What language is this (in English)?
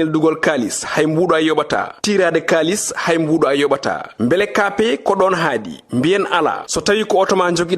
Fula